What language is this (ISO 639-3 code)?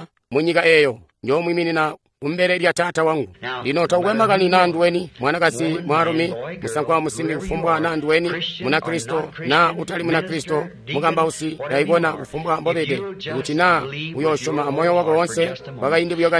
toi